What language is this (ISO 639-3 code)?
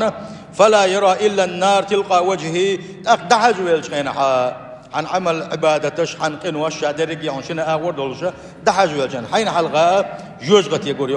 che